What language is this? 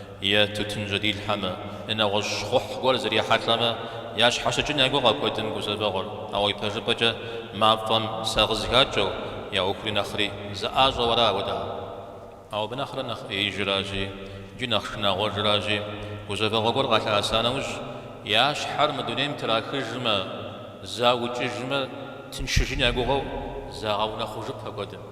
Kabardian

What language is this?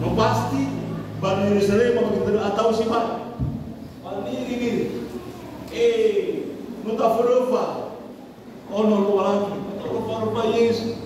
Nias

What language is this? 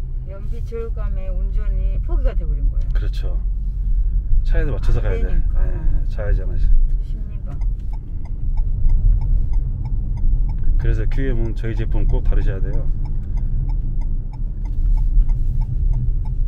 Korean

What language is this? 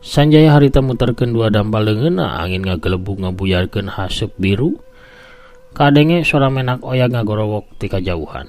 Sundanese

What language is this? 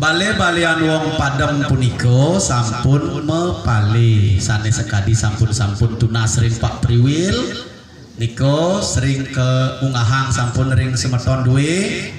Balinese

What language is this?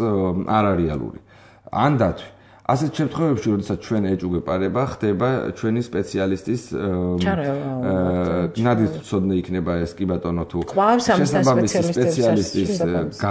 Georgian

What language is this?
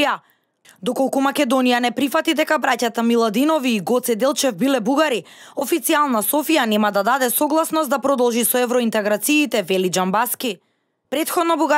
Macedonian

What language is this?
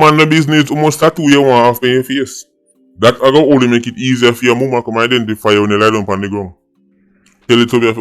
Jamaican Creole English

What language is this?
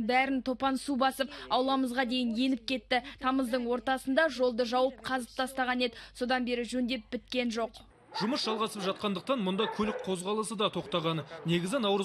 Kazakh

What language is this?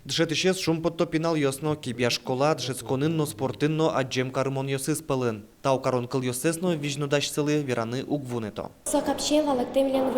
Udmurt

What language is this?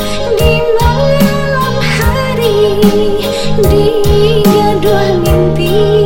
Minangkabau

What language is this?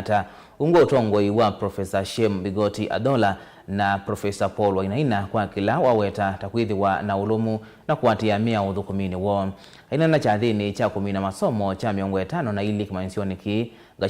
Kamba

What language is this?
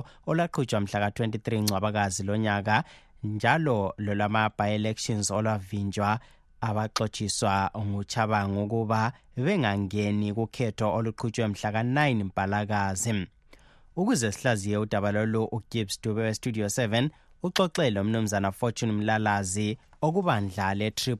North Ndebele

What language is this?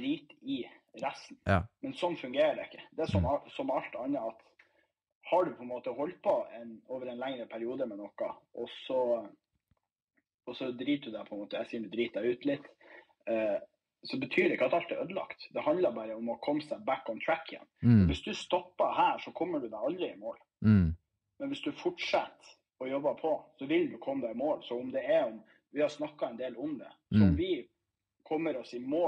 Norwegian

